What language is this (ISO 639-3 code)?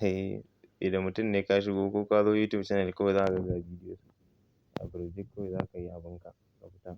hau